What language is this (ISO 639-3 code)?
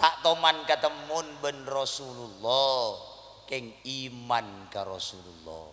mad